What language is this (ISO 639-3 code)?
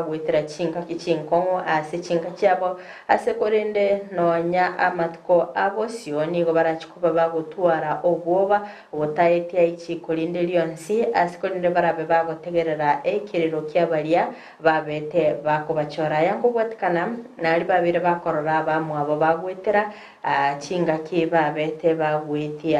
guz